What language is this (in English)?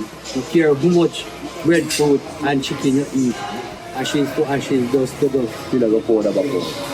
Jamaican Creole English